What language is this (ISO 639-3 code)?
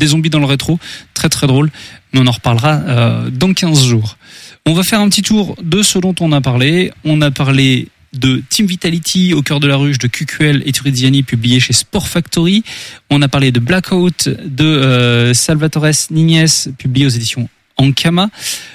fra